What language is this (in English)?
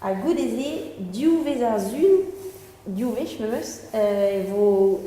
Breton